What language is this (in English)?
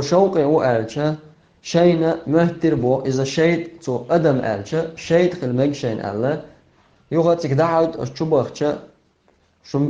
Chechen